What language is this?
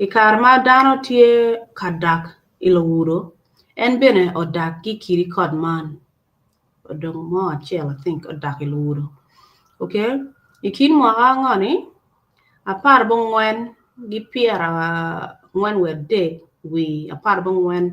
Acoli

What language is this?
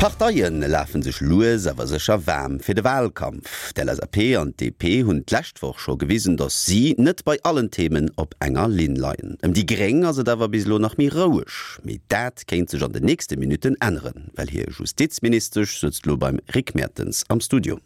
Luxembourgish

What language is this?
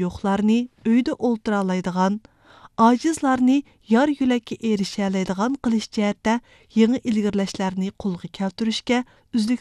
Uyghur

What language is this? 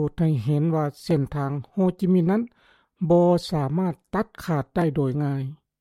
Lao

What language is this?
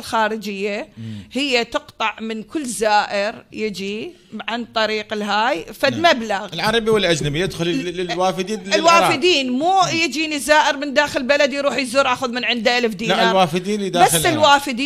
Mesopotamian Arabic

